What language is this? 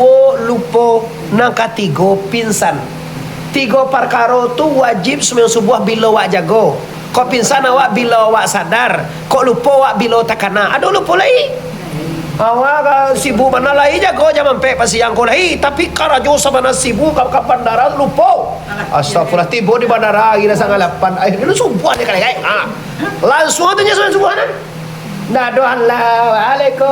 Minangkabau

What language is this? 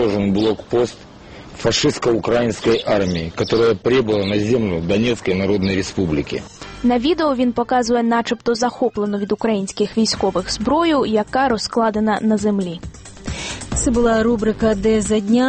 Ukrainian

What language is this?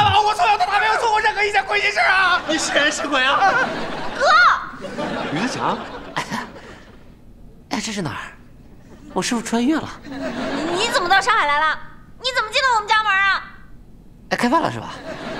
Chinese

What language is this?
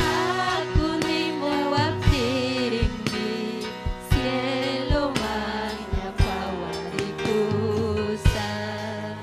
Ayacucho Quechua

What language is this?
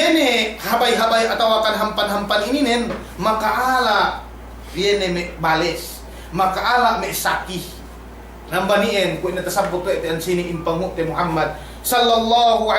Yakan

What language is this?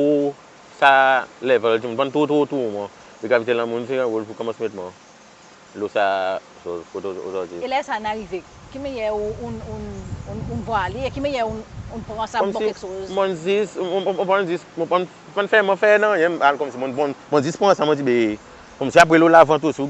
Seselwa Creole French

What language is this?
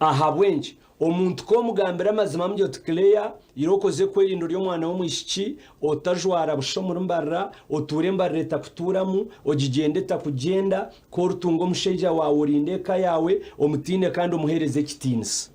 Nyankole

